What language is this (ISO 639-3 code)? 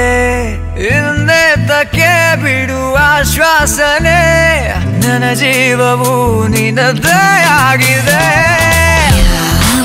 kan